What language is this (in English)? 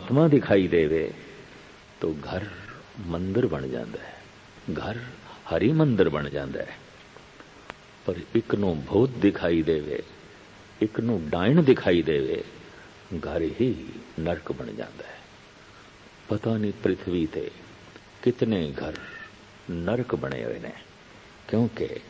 Punjabi